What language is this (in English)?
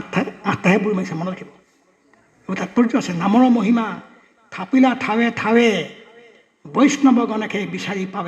Assamese